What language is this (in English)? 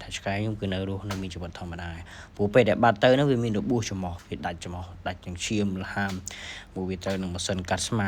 Khmer